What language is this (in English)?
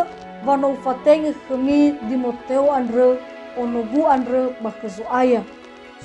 Nias